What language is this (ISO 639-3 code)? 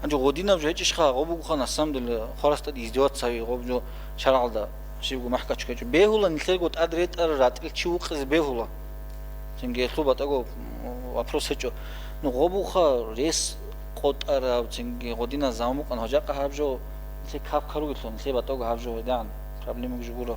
ava